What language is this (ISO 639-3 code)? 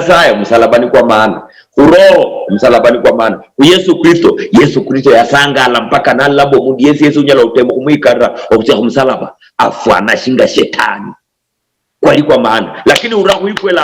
luy